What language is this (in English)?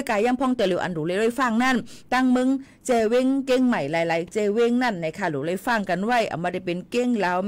Shan